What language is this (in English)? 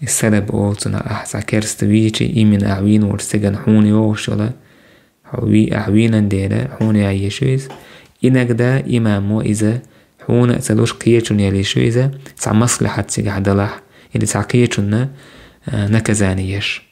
Chechen